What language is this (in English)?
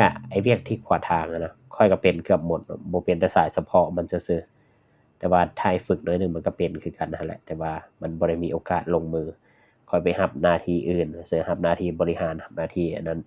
Lao